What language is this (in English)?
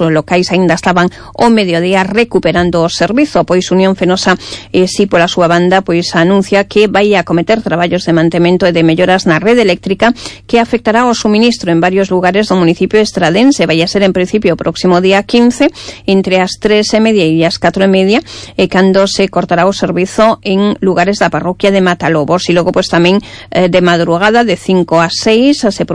Galician